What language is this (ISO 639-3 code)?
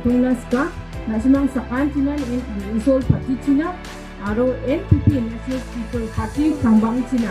grt